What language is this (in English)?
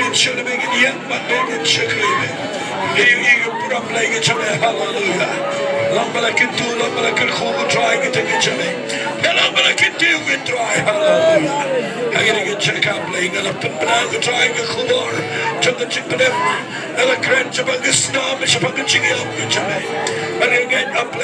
Khasi